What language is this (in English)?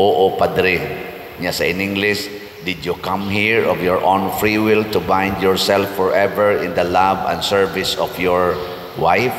Cebuano